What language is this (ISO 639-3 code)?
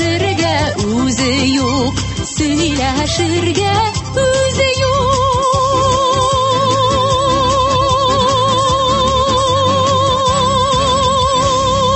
tat